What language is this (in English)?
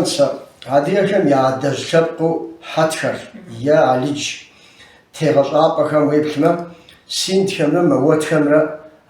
Kabardian